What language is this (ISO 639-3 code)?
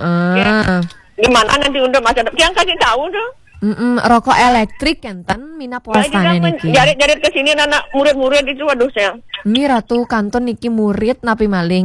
ban